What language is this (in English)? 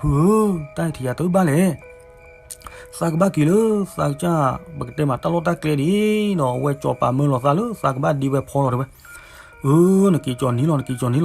S'gaw Karen